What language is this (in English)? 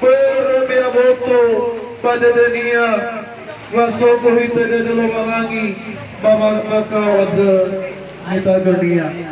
Nias